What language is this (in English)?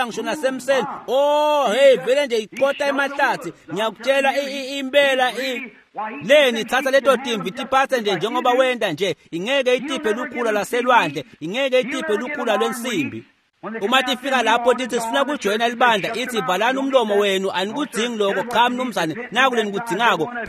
Swati